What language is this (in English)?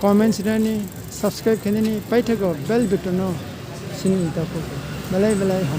Kok Borok